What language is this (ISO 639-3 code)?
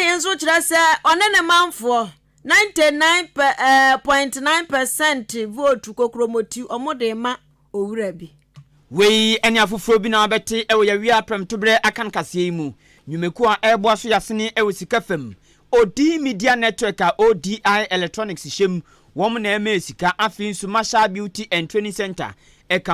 aka